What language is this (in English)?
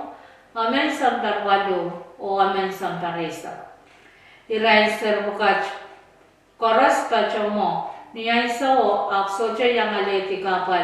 Pohnpeian